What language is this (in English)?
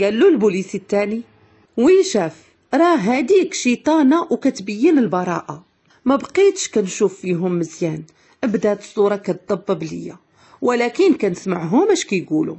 Moroccan Arabic